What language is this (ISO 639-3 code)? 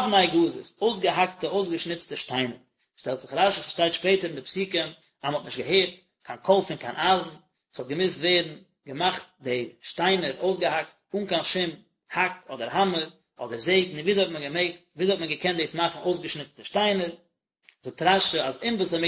yid